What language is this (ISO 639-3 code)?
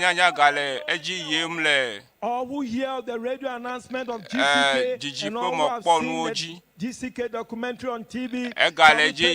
ewe